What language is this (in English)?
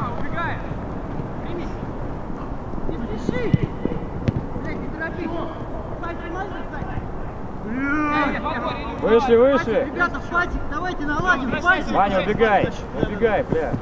Russian